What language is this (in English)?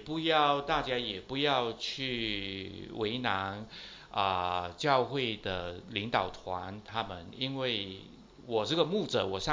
Chinese